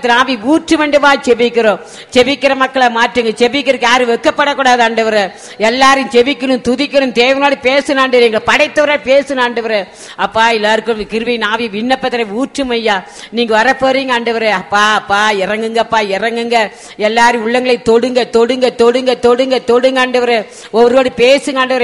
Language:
Tamil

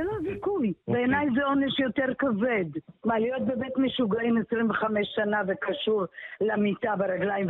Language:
Hebrew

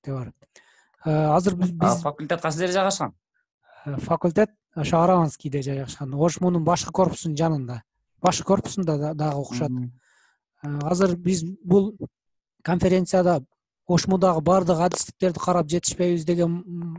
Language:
Kyrgyz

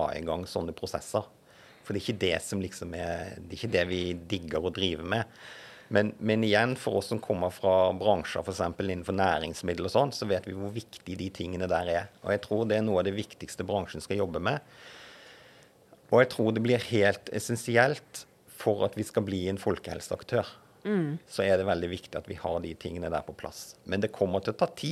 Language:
Norwegian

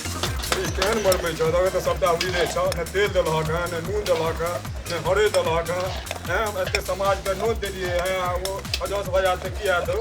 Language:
Maithili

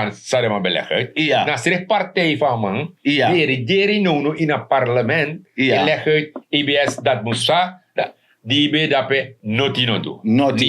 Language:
Sranan Tongo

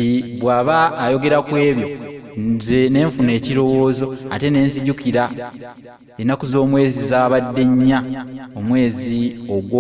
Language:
Ganda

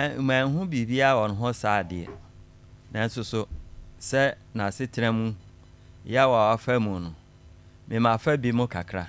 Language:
Akan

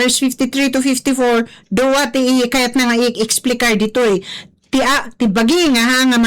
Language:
Iloko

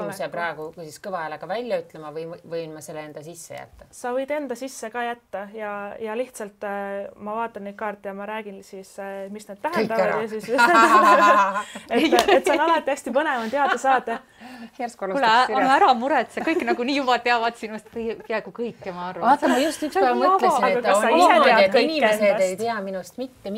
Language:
Estonian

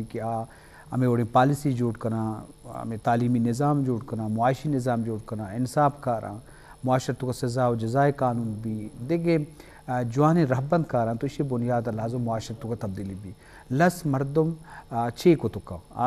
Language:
Eastern Balochi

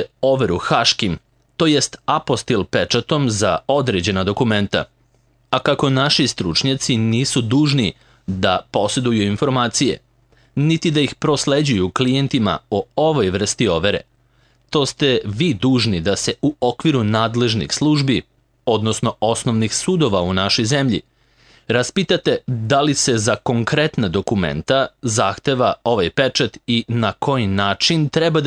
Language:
Serbian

